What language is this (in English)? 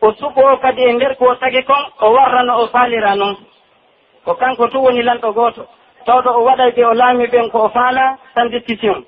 Pular